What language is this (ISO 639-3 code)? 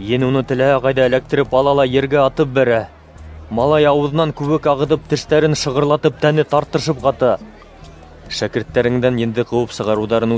bak